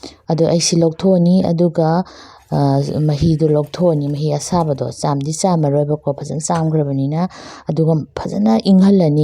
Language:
Manipuri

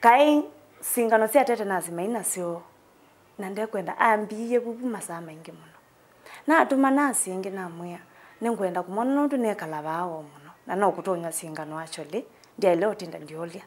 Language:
Kamba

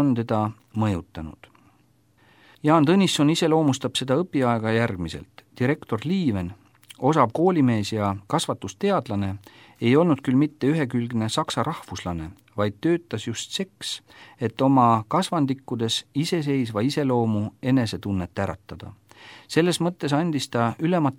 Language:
Estonian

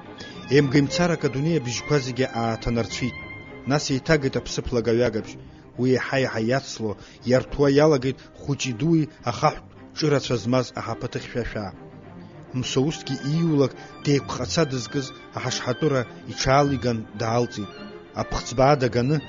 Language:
Abkhazian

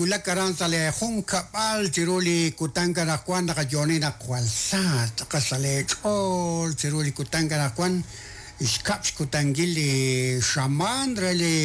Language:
Kekchí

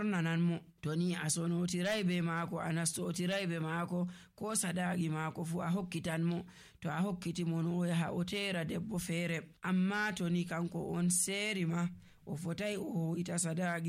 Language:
Nigerian Fulfulde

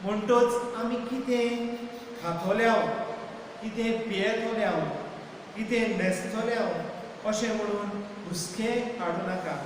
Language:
Konkani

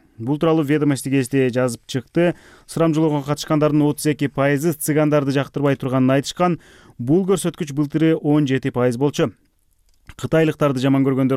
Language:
Kyrgyz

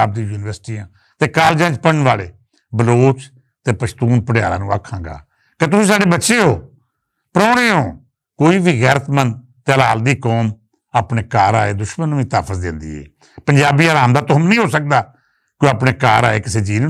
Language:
Western Panjabi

